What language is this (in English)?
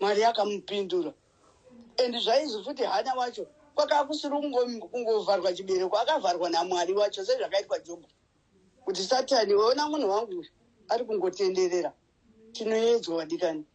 Shona